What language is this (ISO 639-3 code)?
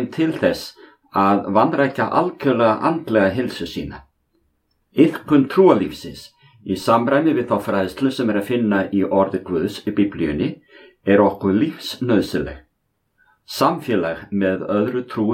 isl